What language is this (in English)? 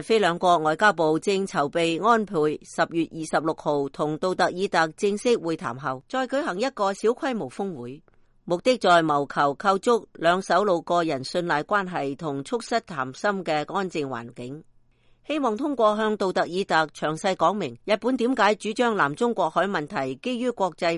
Cantonese